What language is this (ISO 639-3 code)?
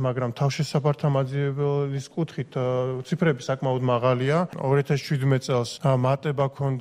kat